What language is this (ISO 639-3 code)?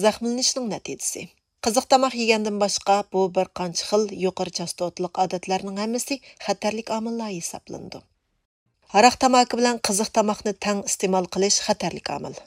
uig